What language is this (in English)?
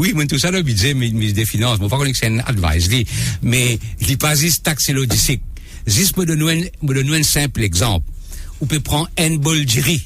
Morisyen